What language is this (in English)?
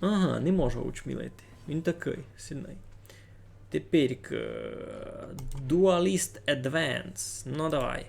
Rusyn